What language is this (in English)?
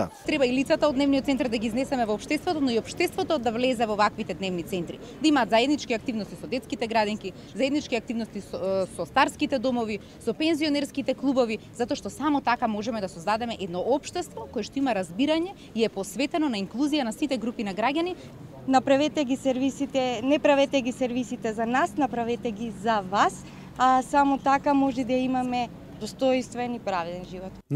Macedonian